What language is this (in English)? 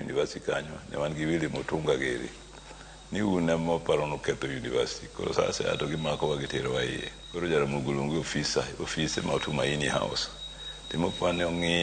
Luo (Kenya and Tanzania)